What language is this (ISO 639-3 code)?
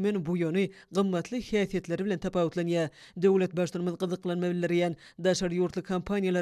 tuk